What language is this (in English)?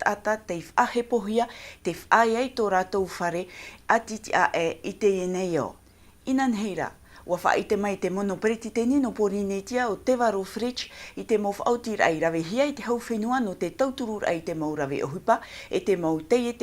Tahitian